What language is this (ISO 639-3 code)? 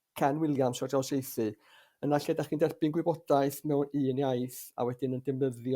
cym